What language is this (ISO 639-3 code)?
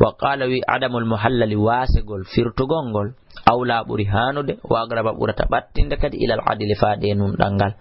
ful